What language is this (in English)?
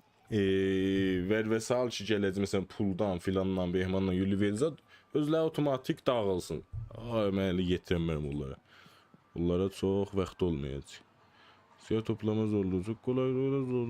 South Azerbaijani